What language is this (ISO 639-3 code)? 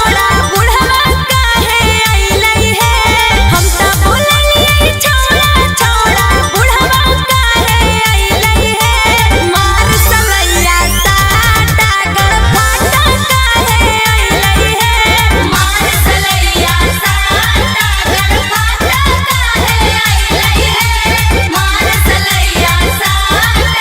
mag